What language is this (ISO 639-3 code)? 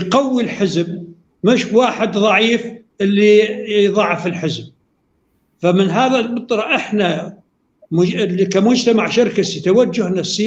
apc